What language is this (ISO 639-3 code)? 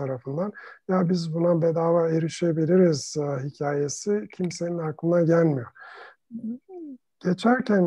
tur